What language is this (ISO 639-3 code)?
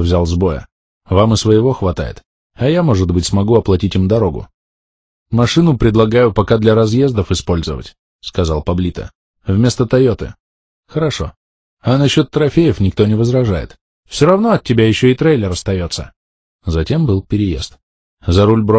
rus